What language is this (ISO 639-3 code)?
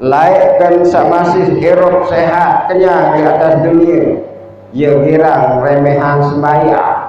sas